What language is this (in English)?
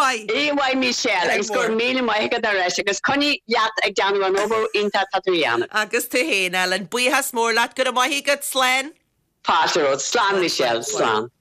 Irish